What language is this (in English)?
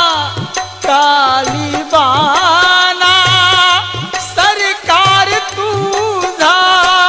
Marathi